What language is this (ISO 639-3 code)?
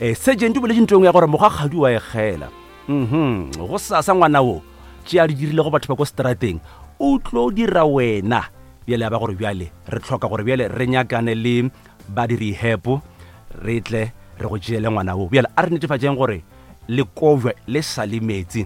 nso